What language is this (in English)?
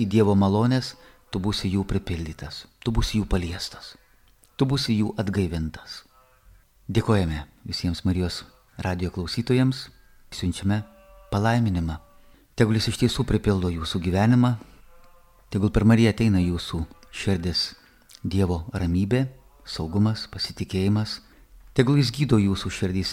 Lithuanian